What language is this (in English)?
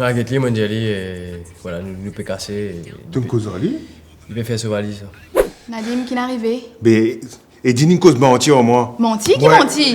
Morisyen